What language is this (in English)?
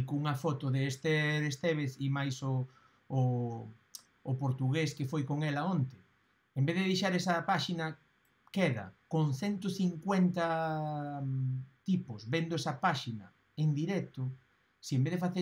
Galician